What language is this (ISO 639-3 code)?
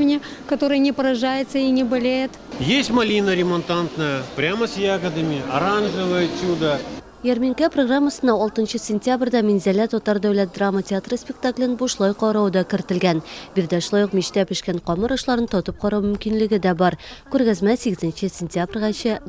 tat